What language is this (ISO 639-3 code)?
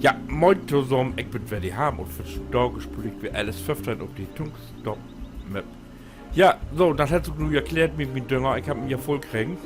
nds